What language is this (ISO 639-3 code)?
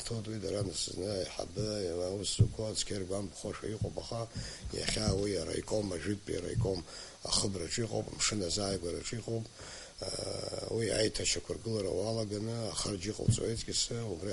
abk